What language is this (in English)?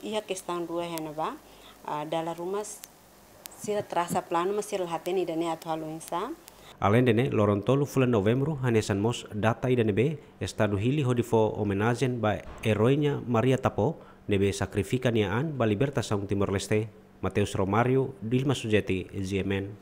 Tetum